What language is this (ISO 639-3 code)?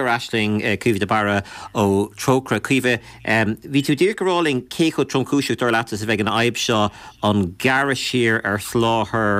gle